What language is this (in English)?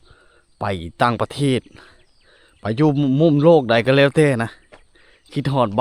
Lao